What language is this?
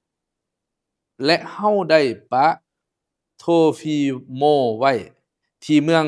Lao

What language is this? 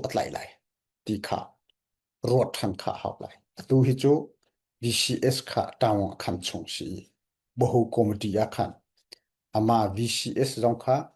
Falam Chin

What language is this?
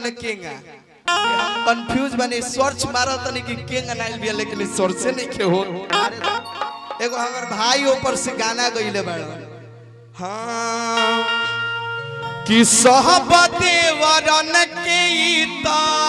Bhojpuri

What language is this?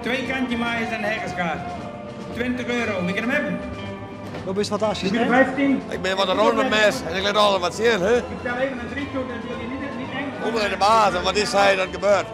Western Frisian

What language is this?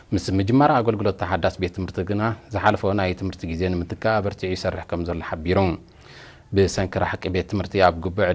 Tigrinya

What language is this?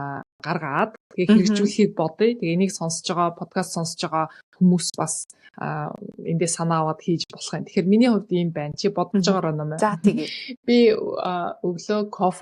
Mongolian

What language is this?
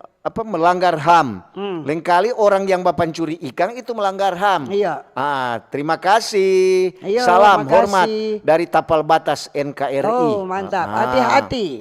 Manado Malay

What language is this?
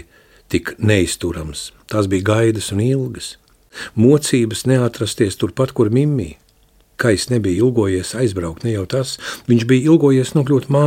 Latvian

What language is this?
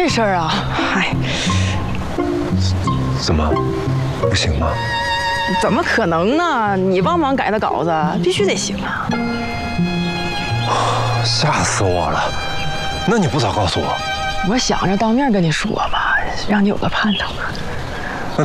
Chinese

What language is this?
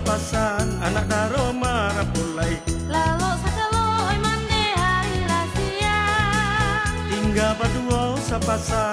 Minangkabau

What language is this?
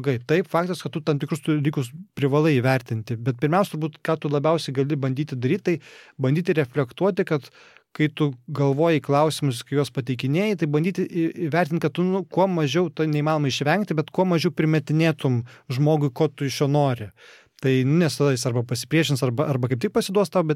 Lithuanian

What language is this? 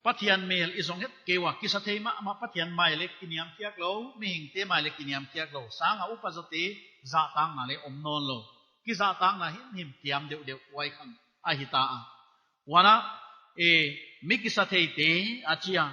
Paite Chin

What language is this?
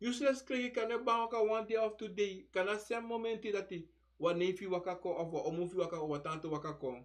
Sranan Tongo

